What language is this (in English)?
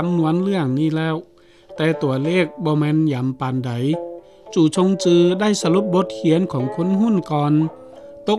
Lao